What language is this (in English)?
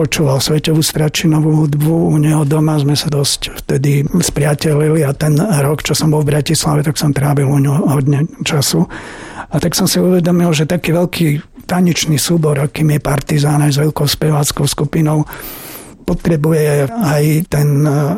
Slovak